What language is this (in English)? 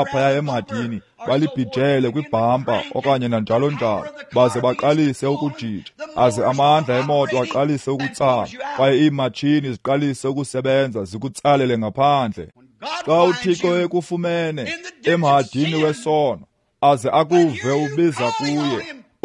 Xhosa